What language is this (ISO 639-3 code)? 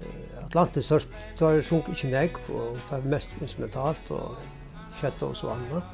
fao